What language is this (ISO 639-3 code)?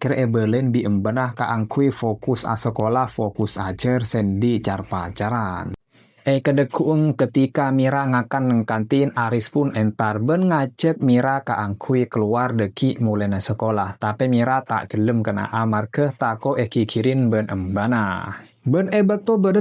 mad